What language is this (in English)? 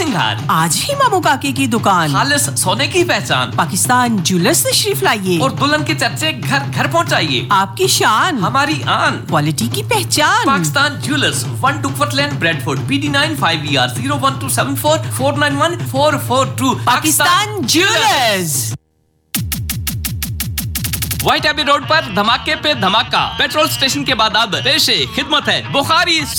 Urdu